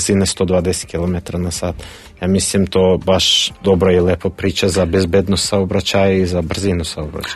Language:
Serbian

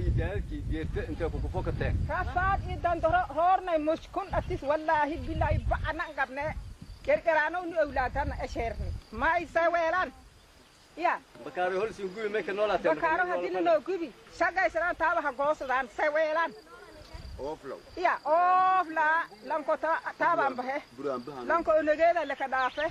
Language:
Somali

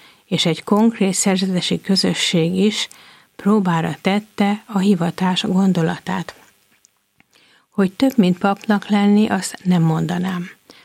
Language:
Hungarian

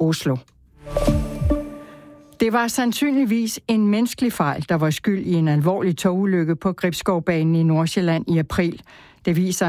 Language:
Danish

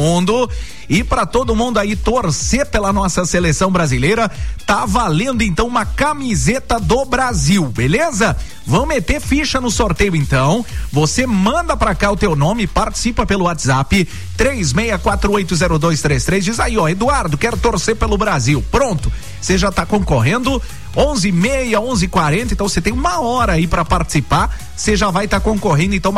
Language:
Portuguese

